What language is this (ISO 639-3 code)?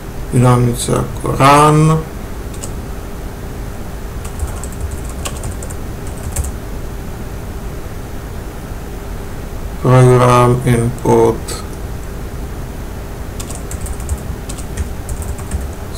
ces